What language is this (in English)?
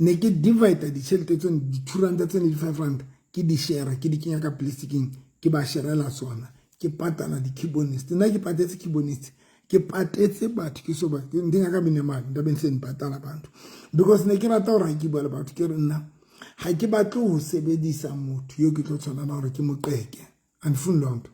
Southern Sotho